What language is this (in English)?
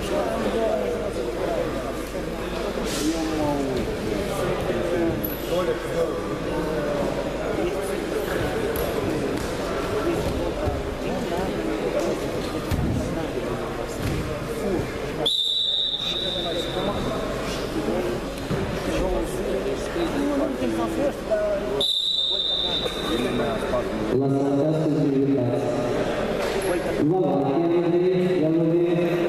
Romanian